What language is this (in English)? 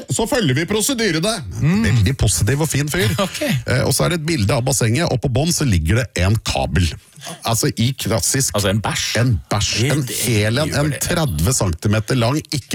Norwegian